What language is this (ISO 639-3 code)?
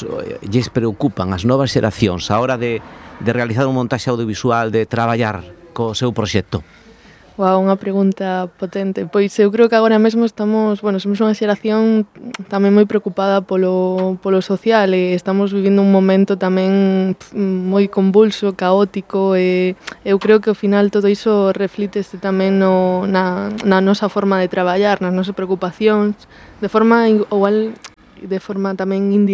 glg